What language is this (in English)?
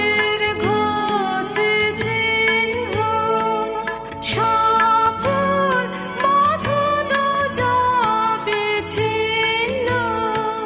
Bangla